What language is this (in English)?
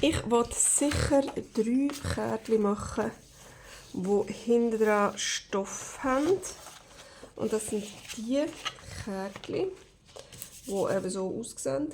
Swiss German